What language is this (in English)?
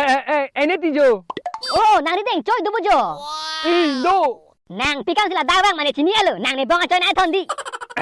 Karbi